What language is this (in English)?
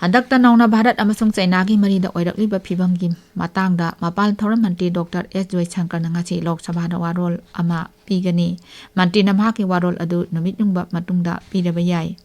Manipuri